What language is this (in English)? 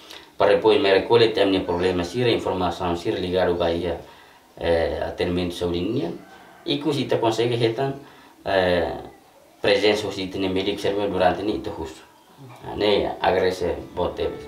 Tetum